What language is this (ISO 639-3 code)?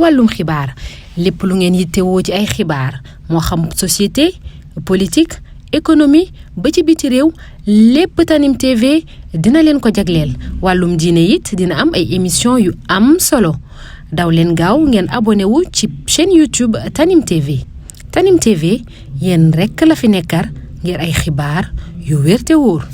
wol